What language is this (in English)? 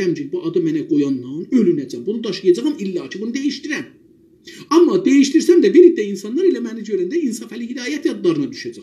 South Azerbaijani